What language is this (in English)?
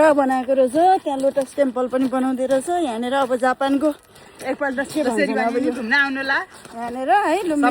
Nepali